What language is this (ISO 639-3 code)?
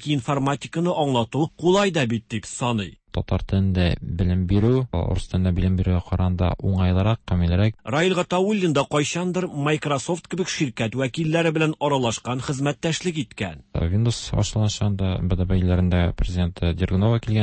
tat